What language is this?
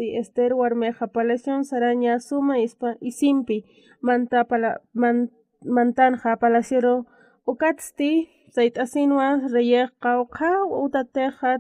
Aymara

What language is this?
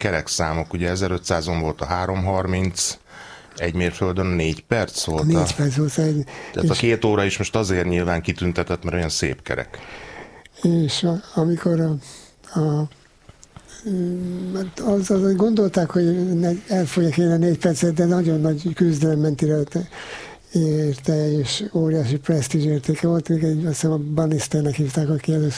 Hungarian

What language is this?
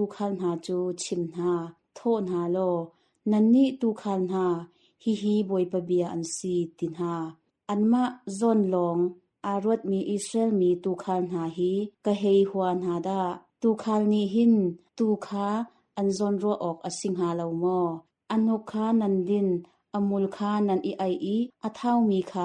Hakha Chin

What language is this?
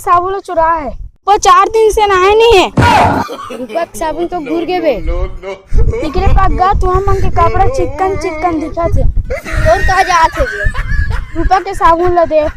Chhattisgarhi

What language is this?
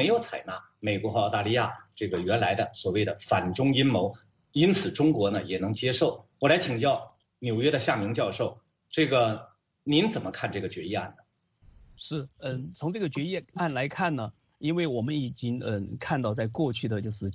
Chinese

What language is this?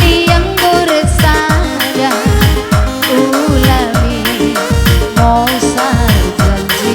Batak Karo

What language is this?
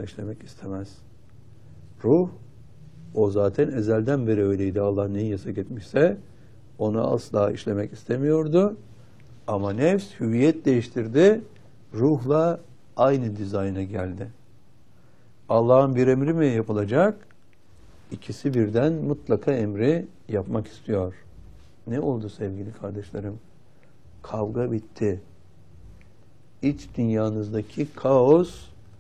Turkish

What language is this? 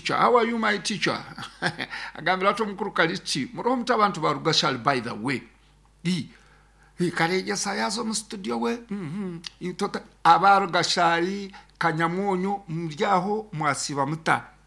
Nyankole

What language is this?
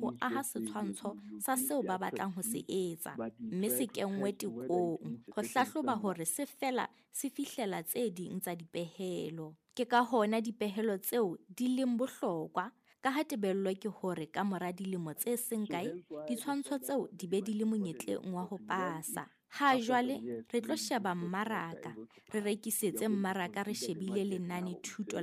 Southern Sotho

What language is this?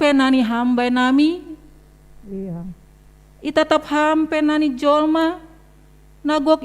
Batak Simalungun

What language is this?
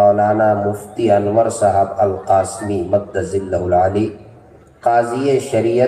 Urdu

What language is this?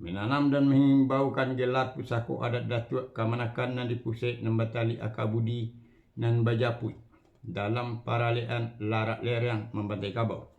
Minangkabau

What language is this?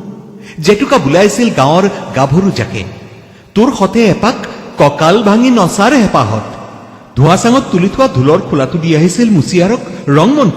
Assamese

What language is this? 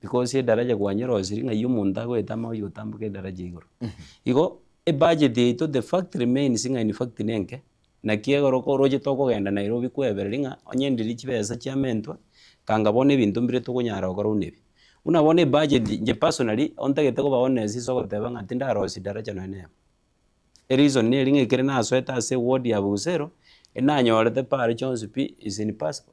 Gusii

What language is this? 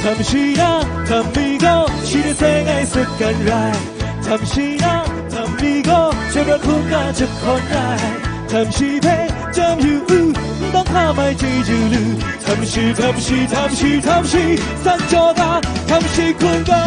Kachin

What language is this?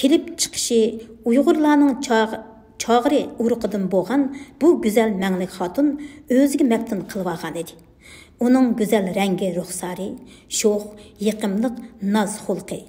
Uyghur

